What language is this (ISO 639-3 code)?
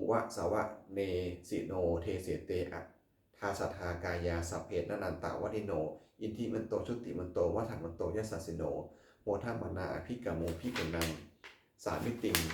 pli